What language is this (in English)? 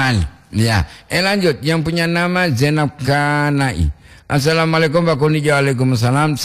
Gorontalo